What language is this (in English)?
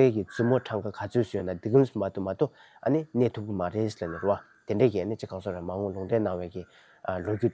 Tibetan